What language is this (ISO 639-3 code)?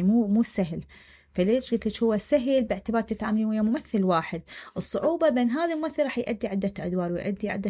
acm